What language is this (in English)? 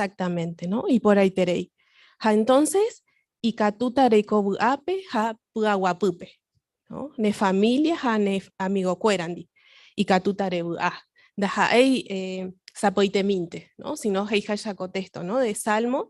Guarani